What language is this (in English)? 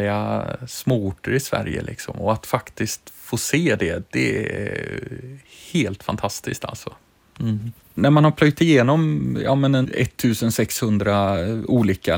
Swedish